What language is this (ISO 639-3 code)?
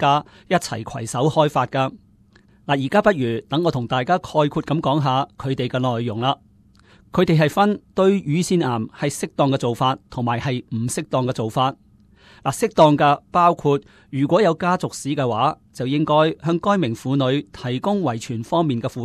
yue